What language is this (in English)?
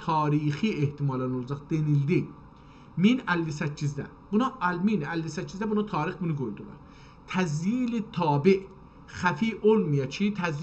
South Azerbaijani